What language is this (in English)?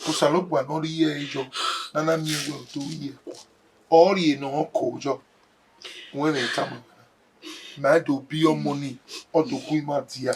Bini